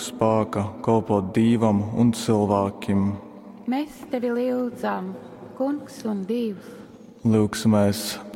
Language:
Latgalian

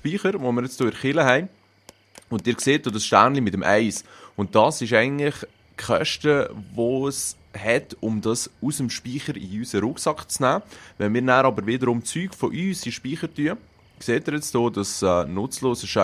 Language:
Swiss German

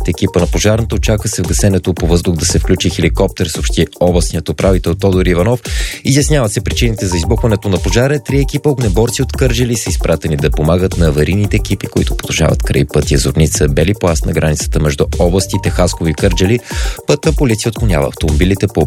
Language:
Bulgarian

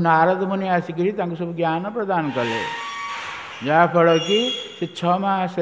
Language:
Odia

